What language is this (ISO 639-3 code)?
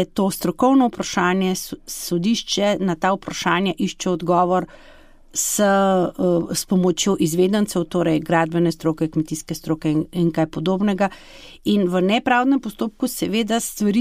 slv